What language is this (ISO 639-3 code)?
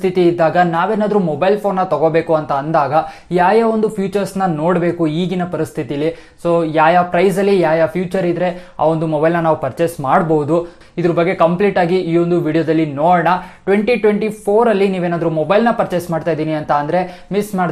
kan